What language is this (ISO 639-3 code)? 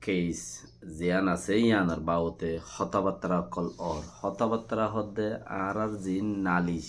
rhg